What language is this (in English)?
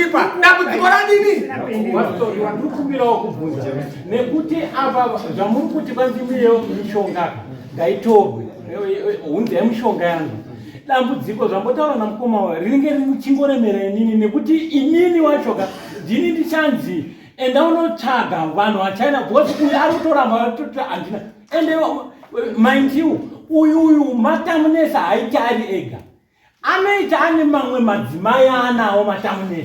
Shona